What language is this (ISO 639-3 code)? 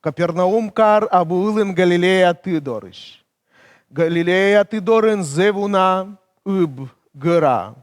kom